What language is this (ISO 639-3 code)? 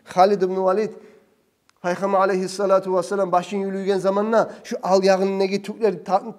kum